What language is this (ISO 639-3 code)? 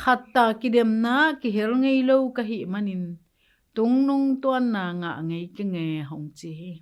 ctd